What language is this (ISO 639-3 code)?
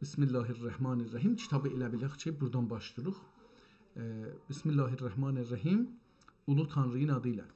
azb